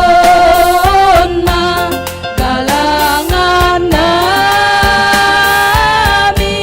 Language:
Batak Simalungun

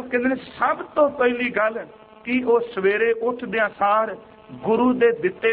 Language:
Punjabi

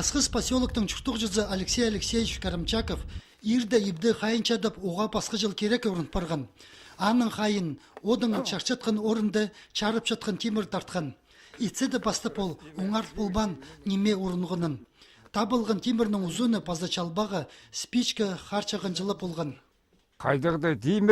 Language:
Khakas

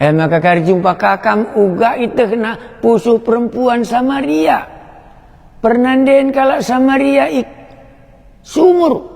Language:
Batak Karo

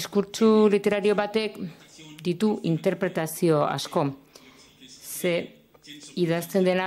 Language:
Basque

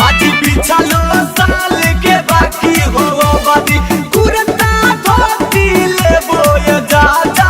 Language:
Magahi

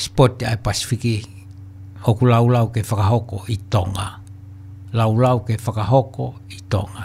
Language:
Tongan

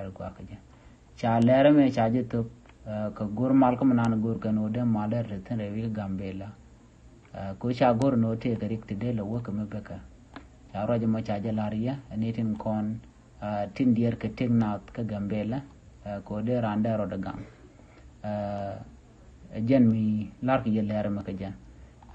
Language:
Nuer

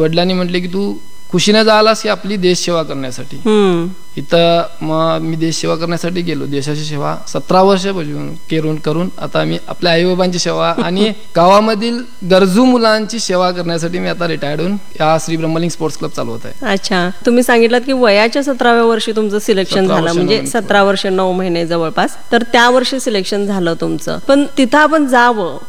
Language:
Marathi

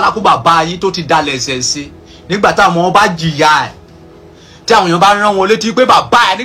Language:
Yoruba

